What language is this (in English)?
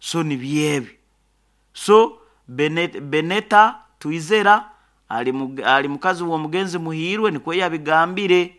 Nyoro